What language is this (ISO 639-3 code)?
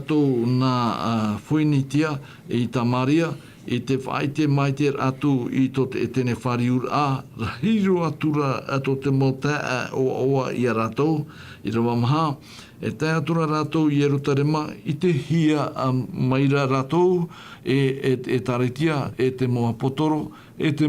tah